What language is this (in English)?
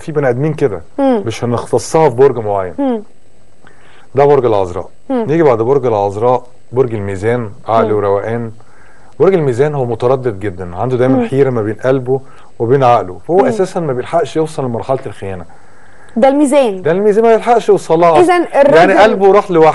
Egyptian Arabic